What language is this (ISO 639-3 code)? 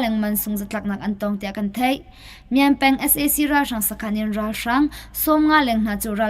cnh